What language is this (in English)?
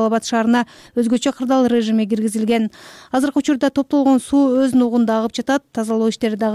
Kyrgyz